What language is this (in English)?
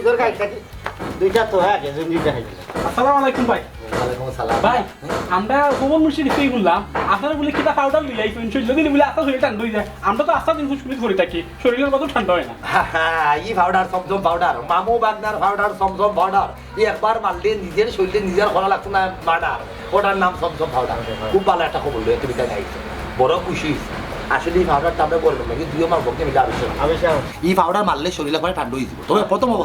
Sylheti